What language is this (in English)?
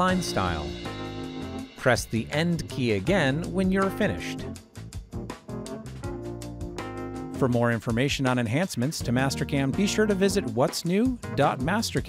English